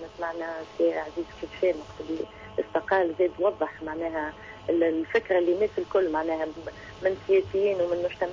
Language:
Tunisian Arabic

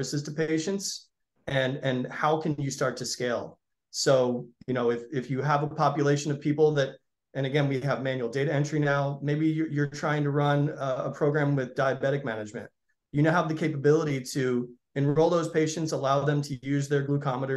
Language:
English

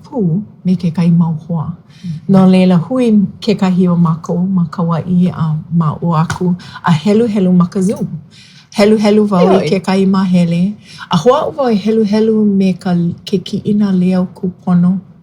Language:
Hawaiian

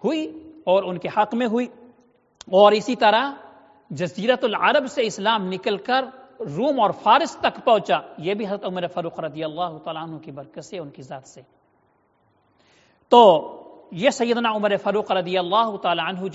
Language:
Urdu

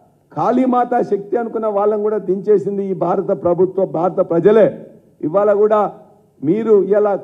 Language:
Telugu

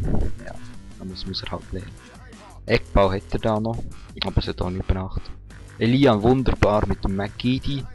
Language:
Swiss German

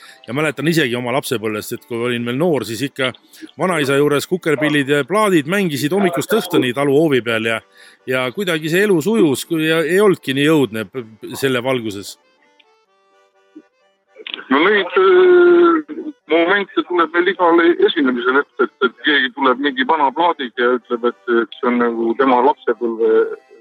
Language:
Estonian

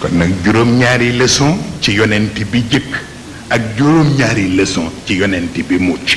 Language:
Wolof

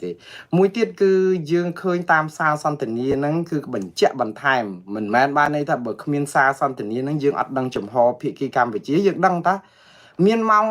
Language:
Khmer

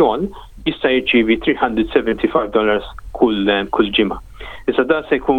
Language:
Maltese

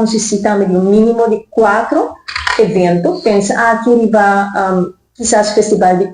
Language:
Papiamento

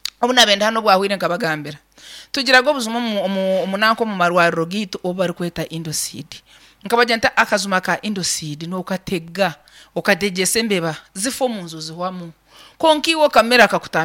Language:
Nyankole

